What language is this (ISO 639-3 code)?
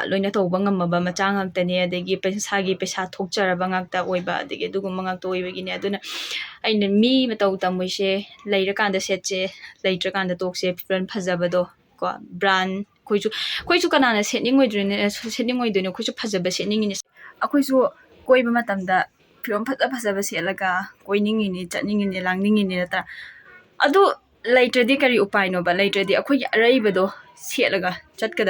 mni